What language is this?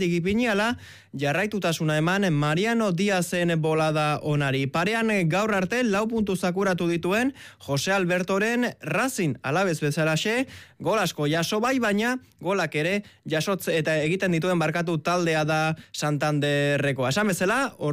Basque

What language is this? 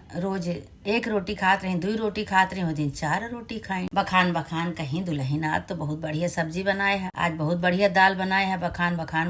Awadhi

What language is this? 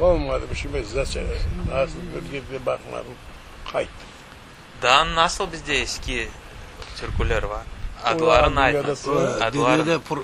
Crimean Tatar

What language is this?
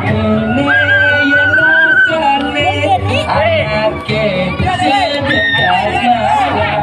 Balinese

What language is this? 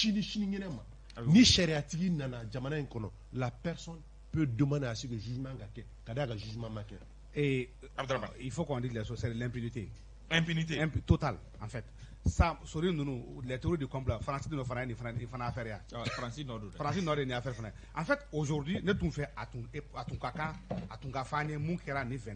Bambara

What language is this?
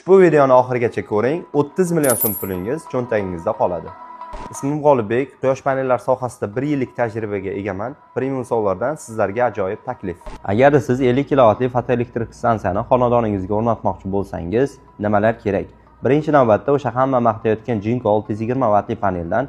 Uzbek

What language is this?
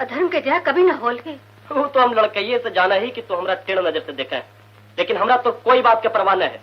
Magahi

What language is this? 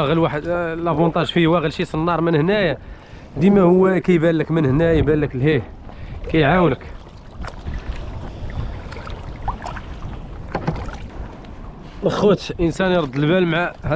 Moroccan Arabic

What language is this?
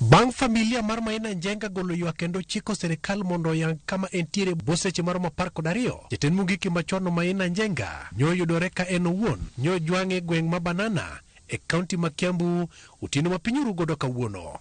Luo (Kenya and Tanzania)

